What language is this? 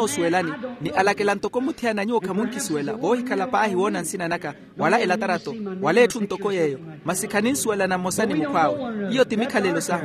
Makhuwa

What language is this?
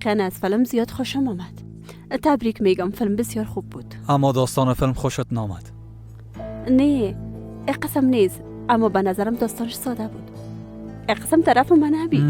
Persian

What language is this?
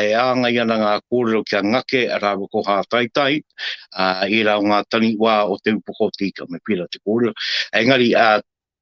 Māori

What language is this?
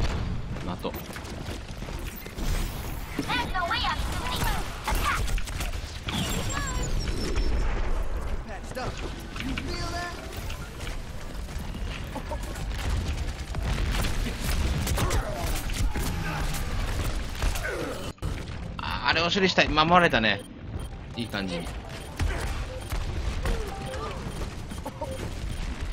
Japanese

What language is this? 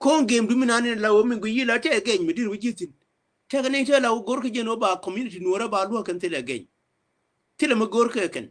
Nuer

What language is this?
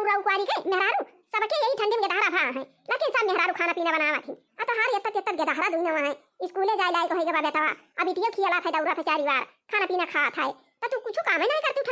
Awadhi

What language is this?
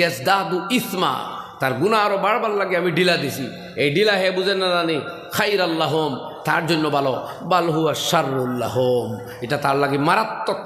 Sylheti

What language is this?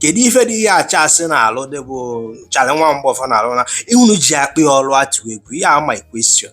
Igbo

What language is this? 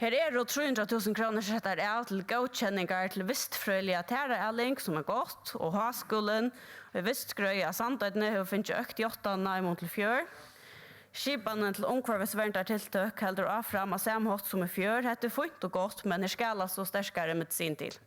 Faroese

